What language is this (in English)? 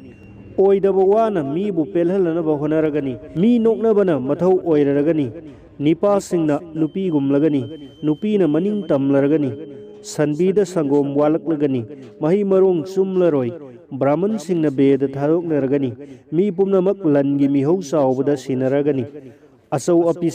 Manipuri